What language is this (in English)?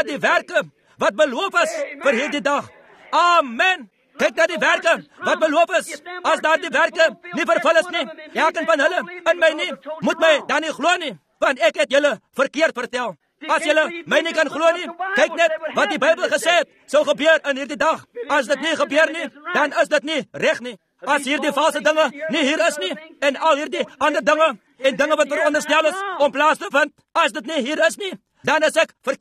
Afrikaans